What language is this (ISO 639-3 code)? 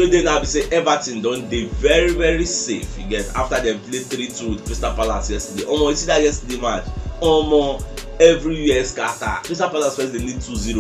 pcm